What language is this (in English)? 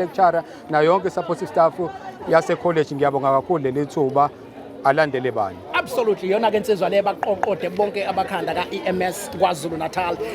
Zulu